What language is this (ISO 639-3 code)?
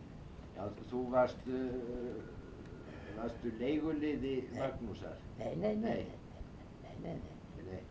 isl